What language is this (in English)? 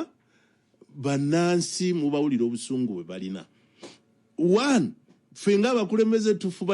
Ganda